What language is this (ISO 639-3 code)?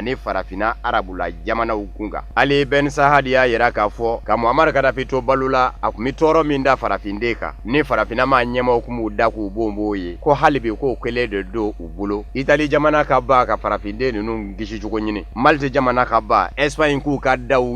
bam